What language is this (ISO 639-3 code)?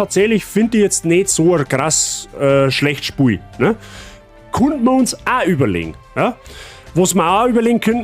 bar